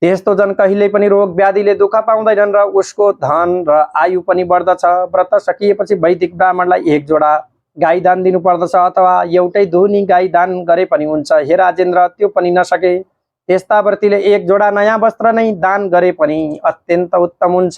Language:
Nepali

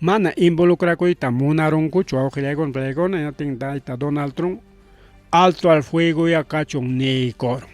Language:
Ayacucho Quechua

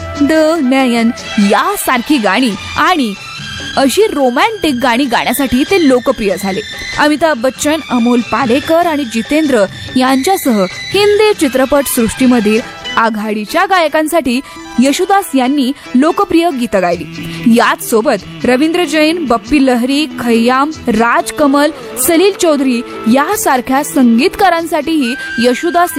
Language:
Marathi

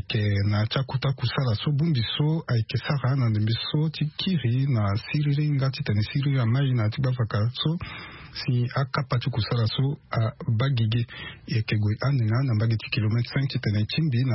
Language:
Sango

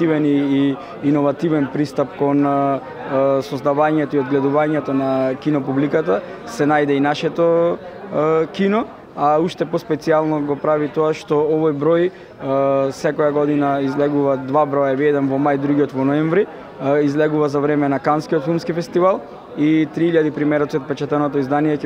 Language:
Macedonian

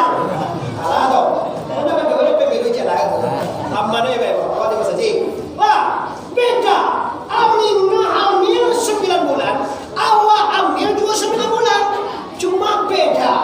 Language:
Minangkabau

